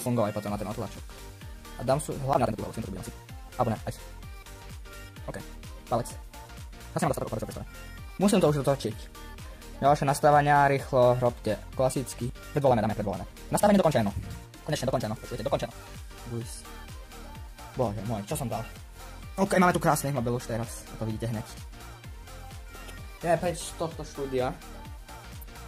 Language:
Slovak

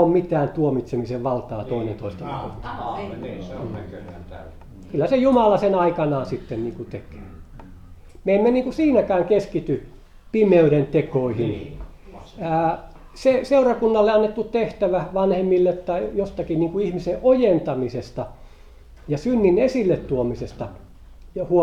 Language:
Finnish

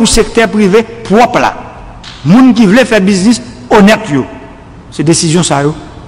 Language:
Haitian Creole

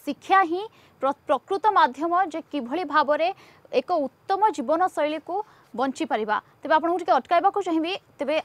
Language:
Odia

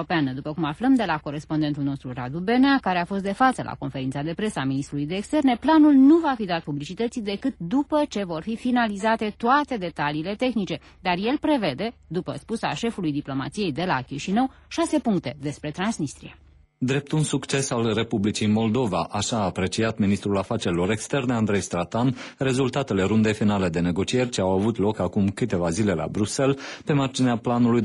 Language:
Romanian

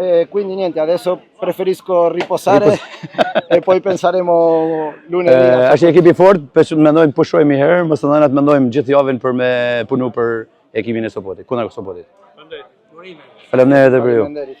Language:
Albanian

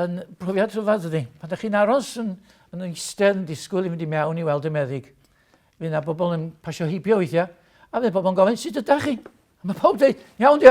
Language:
Welsh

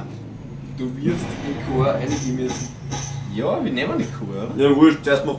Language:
Bavarian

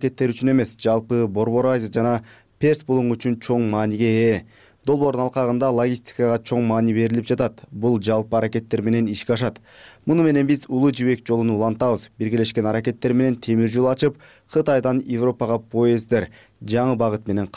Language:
Kyrgyz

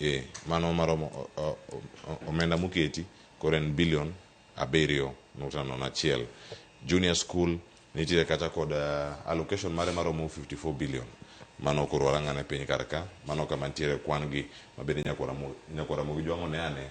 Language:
Luo (Kenya and Tanzania)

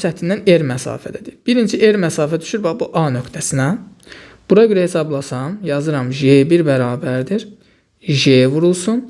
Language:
Azerbaijani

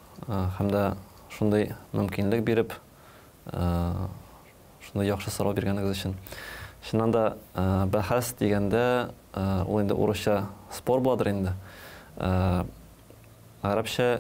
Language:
Tatar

